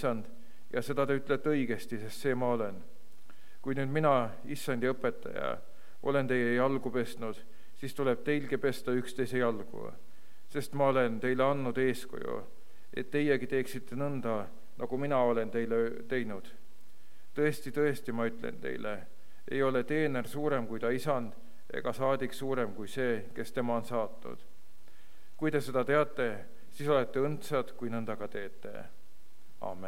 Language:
Estonian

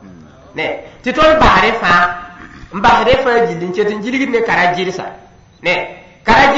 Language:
Mossi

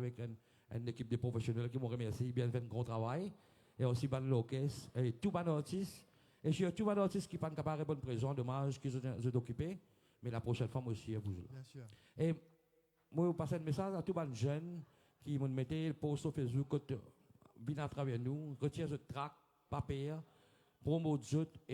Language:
Morisyen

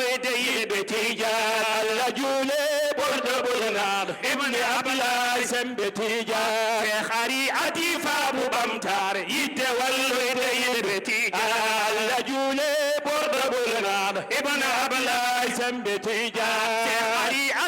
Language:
Fula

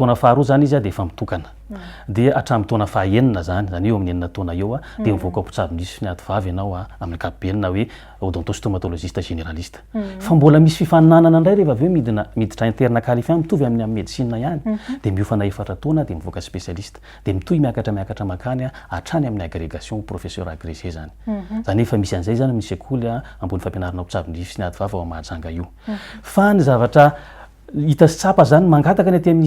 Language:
Malagasy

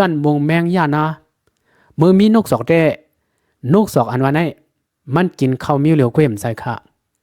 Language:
Lao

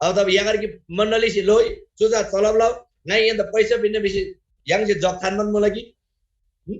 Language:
Eastern Tamang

